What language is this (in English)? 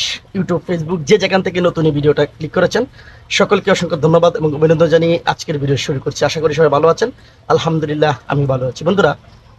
Bangla